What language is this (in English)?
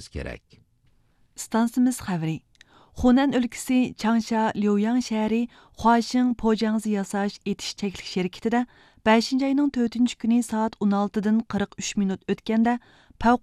Uyghur